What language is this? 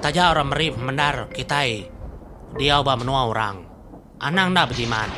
Iban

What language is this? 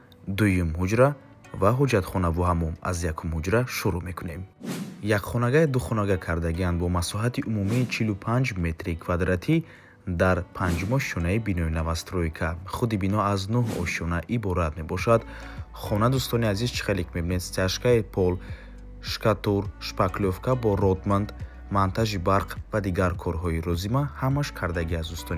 Tajik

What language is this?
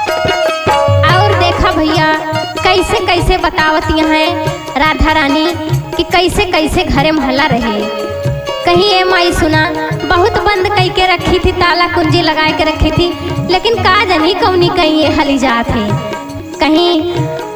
Awadhi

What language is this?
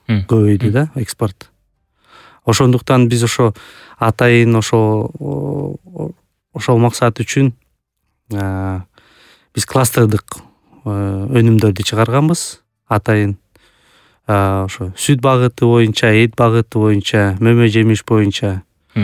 Kyrgyz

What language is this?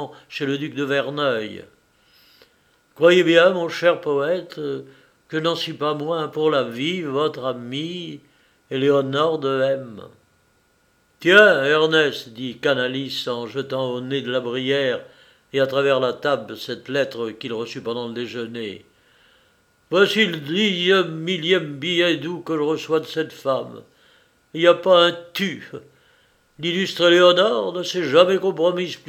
French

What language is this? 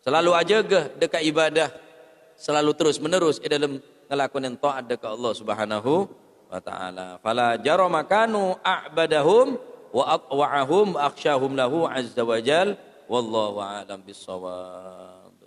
Madurese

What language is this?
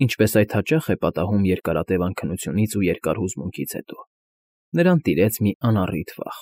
Armenian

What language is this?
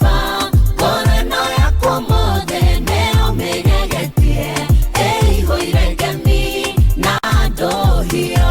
Kikuyu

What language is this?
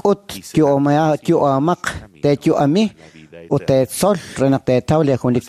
Kekchí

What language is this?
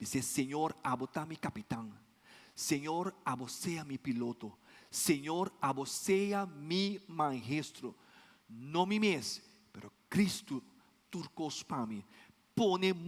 Papiamento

